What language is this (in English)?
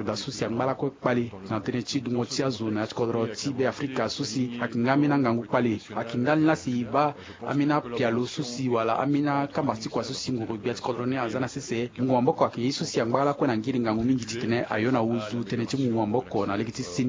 Sango